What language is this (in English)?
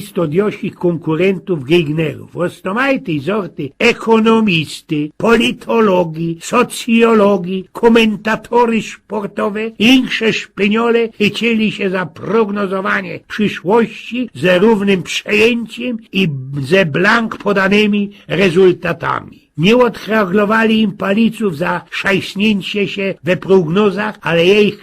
Silesian